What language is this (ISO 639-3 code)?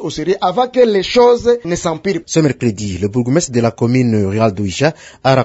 fra